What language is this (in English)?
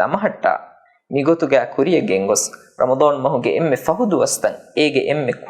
Divehi